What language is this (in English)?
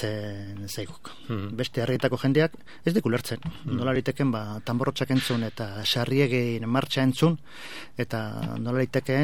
Basque